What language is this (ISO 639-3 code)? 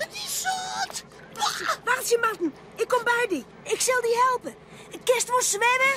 fry